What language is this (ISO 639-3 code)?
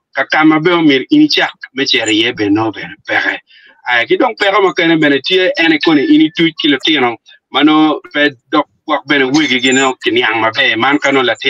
ach